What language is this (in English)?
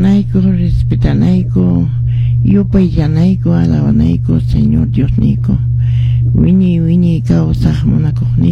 Quechua